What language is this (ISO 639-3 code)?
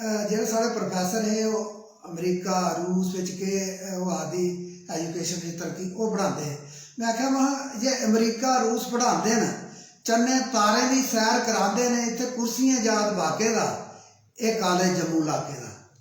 doi